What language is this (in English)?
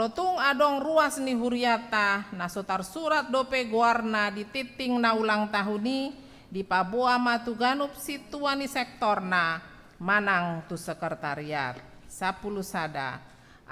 Batak Toba